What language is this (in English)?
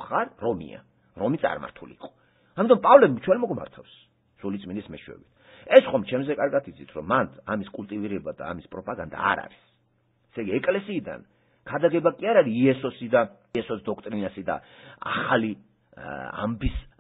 Georgian